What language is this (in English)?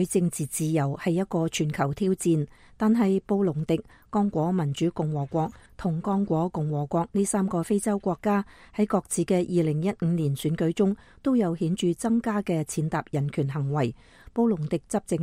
Cantonese